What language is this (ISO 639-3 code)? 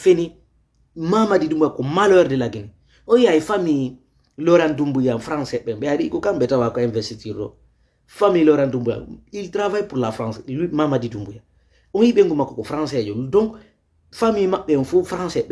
ful